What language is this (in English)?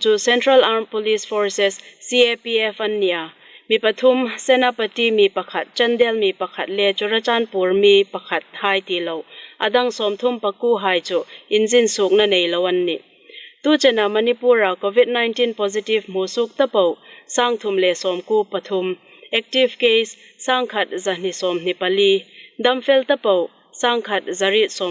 Hmar